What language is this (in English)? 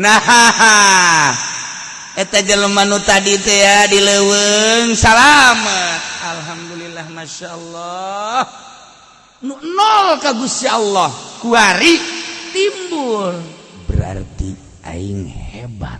Sundanese